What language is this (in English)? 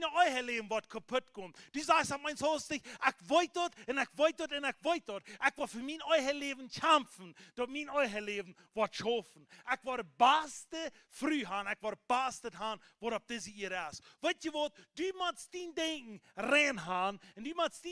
Plautdietsch